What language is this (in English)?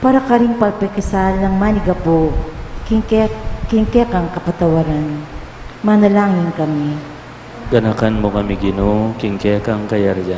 Pampanga